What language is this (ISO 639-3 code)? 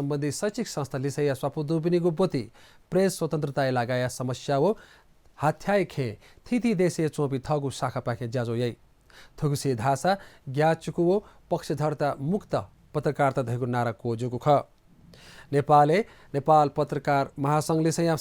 new